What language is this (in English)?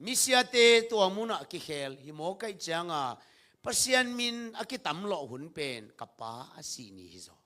Tedim Chin